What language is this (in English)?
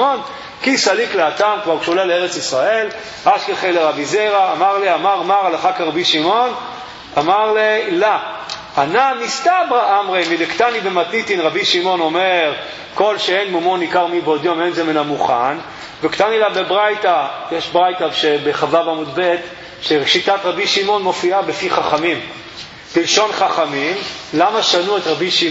Hebrew